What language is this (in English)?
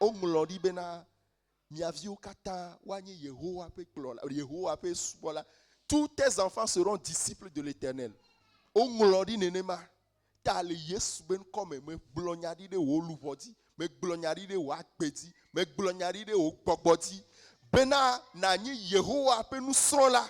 Ewe